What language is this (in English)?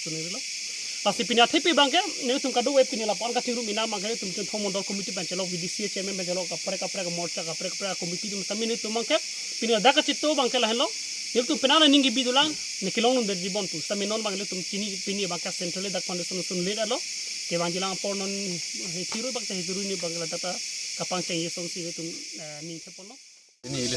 Karbi